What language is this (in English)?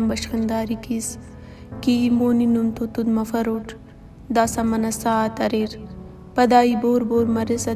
Brahui